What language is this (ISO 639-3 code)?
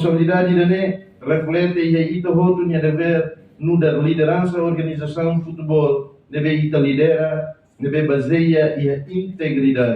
tet